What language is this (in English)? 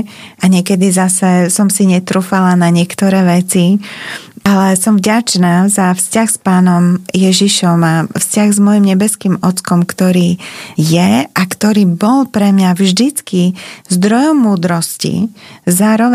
Slovak